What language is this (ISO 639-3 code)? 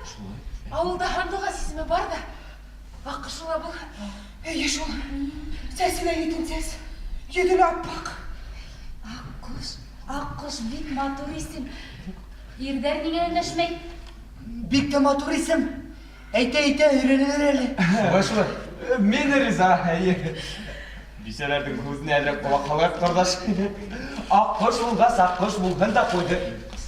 bak